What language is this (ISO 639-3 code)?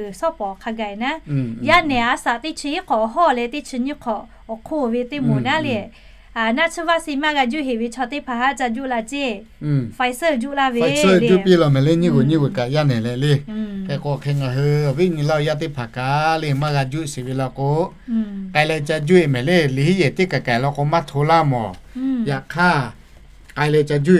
lhu